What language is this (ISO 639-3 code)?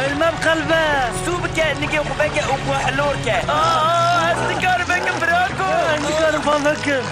kur